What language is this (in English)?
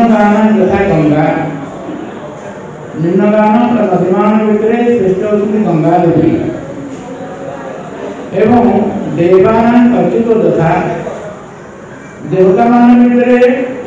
Odia